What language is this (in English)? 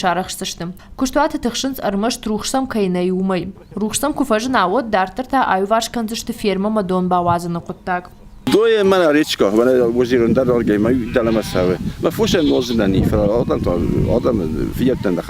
Ossetic